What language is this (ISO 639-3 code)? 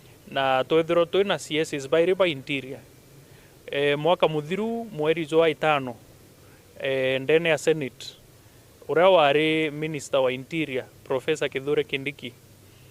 mer